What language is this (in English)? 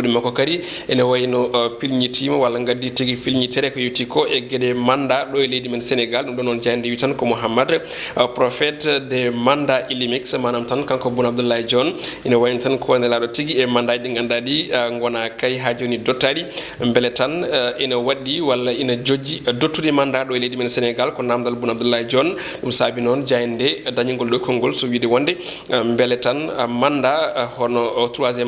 Fula